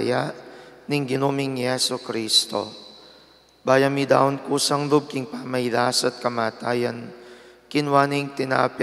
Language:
Pampanga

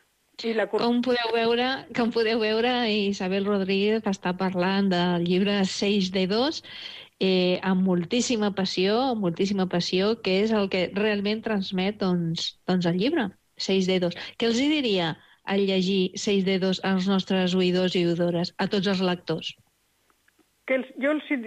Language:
Catalan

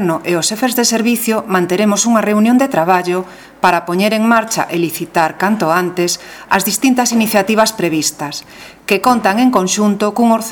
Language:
Galician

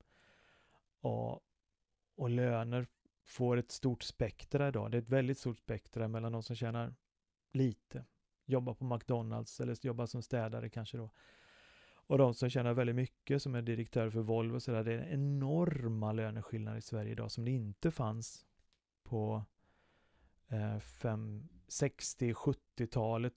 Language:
Swedish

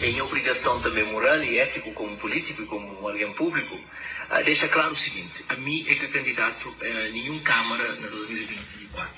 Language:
Kabuverdianu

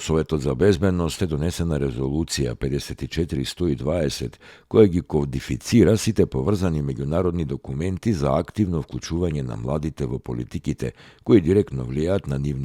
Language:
Macedonian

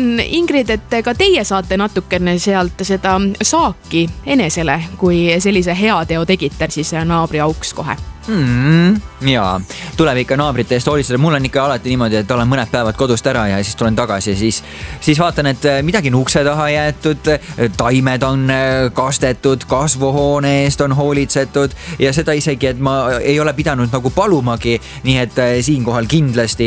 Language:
Estonian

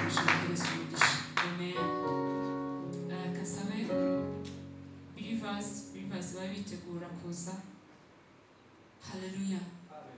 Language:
Kinyarwanda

